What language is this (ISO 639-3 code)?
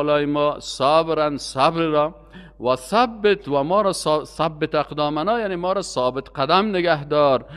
fas